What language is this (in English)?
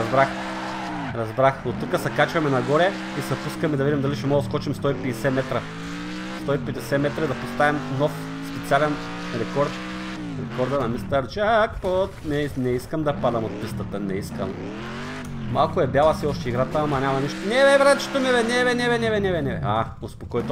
Bulgarian